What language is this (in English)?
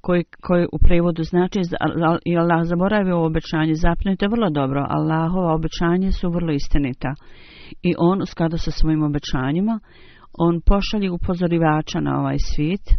Bosnian